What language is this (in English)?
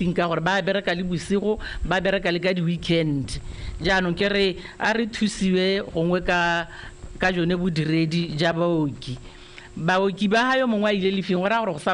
Tswana